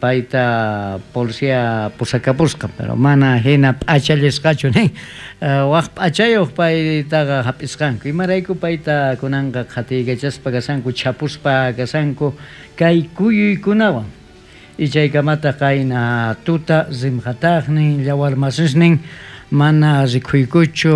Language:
South Bolivian Quechua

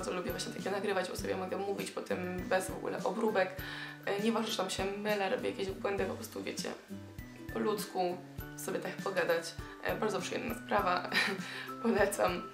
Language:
Polish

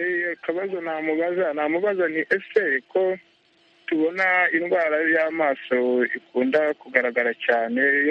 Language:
Kinyarwanda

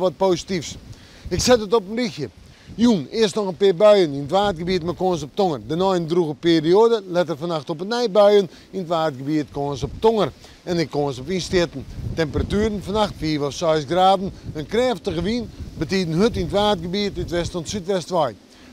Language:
Western Frisian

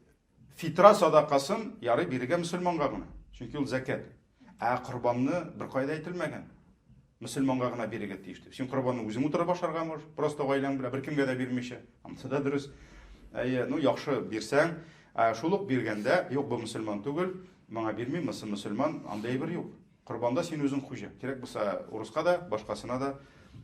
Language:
Tatar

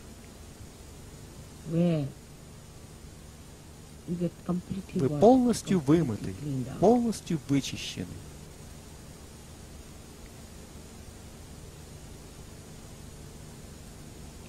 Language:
Russian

